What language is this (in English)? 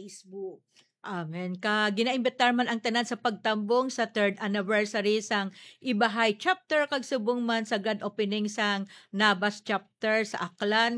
Hiligaynon